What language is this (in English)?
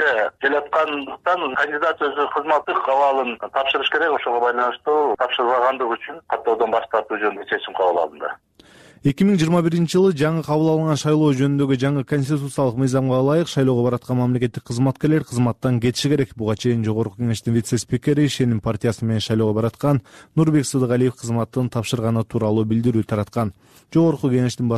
Kyrgyz